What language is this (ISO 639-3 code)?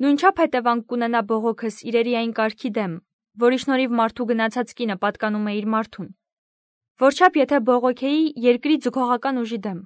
hye